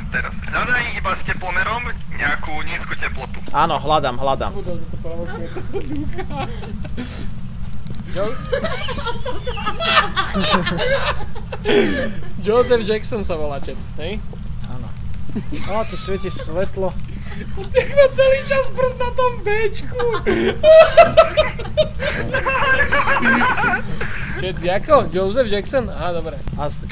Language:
Slovak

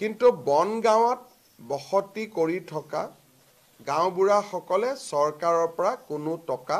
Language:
Assamese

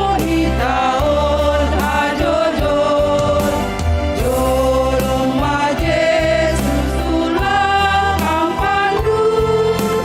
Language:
Batak Simalungun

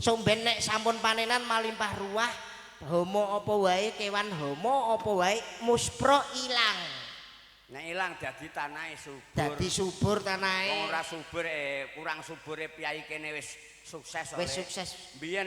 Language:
Javanese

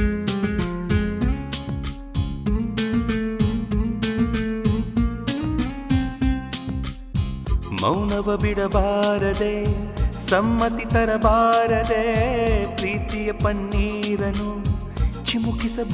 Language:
Kannada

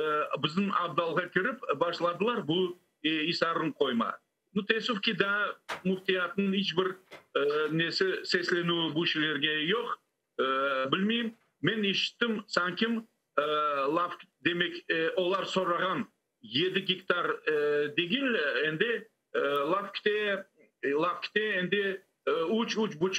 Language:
Crimean Tatar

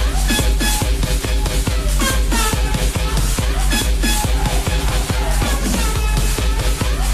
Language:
Polish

